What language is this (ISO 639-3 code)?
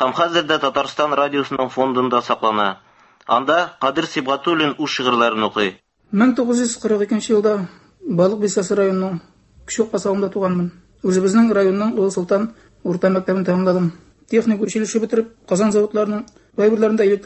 tat